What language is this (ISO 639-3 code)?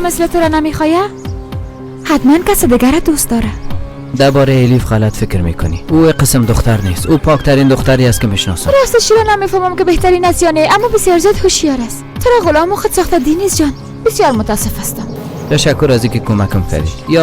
fas